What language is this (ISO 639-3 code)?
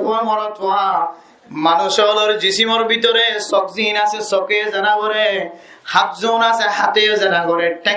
rhg